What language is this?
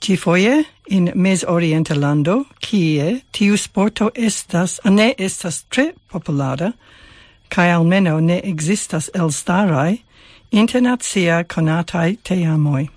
Esperanto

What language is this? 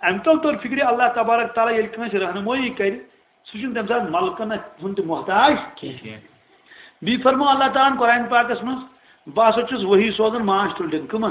Kashmiri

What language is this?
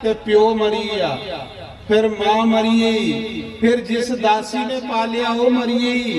Dogri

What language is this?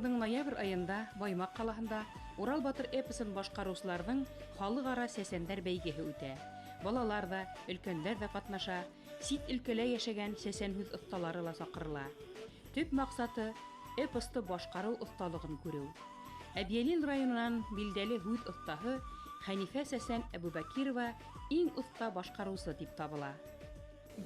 Bashkir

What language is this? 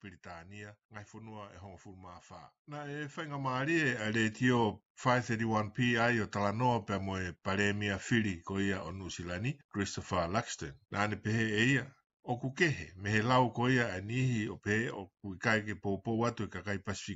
Tongan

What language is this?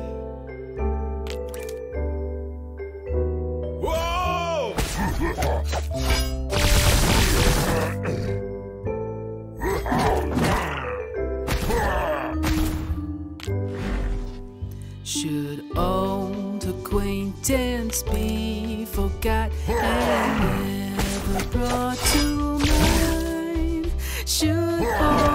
English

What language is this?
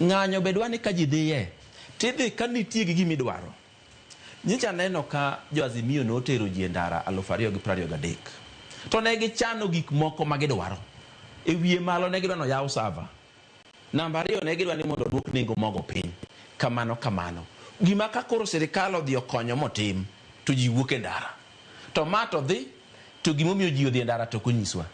Luo (Kenya and Tanzania)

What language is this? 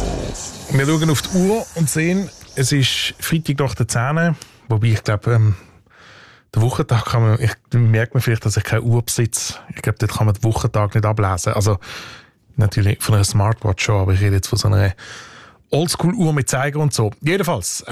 German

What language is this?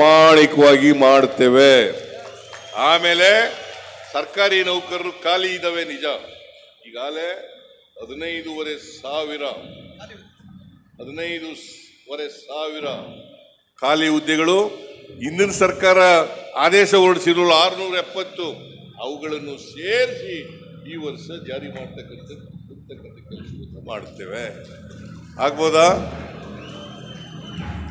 Kannada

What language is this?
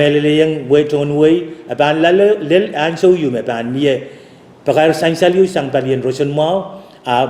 Pohnpeian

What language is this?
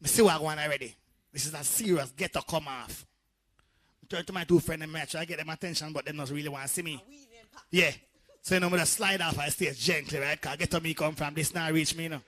Jamaican Creole English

